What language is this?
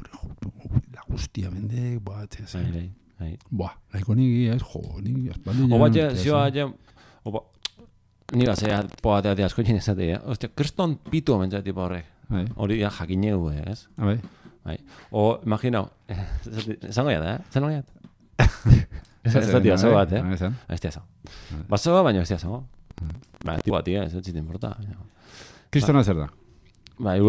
Basque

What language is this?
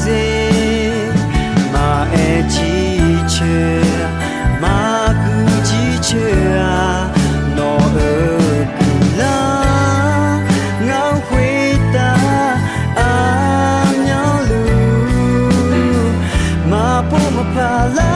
Akha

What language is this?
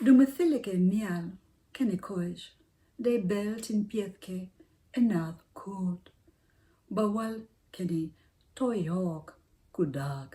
Nuer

